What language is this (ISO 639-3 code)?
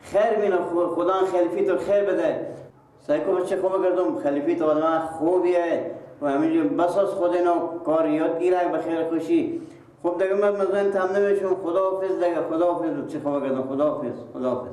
fas